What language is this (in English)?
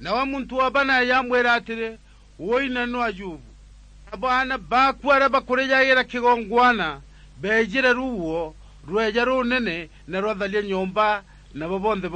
Meru